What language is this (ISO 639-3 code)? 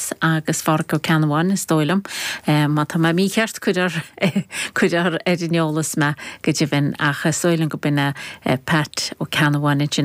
gle